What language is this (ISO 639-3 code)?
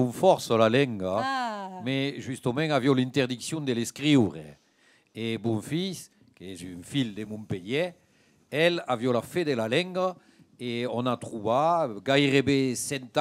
oci